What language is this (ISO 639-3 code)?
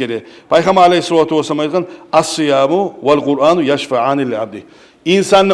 kum